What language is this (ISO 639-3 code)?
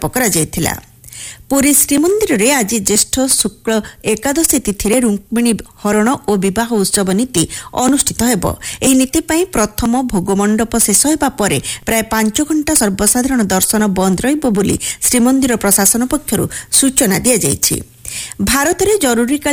ori